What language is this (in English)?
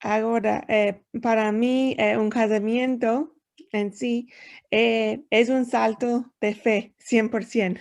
Ladino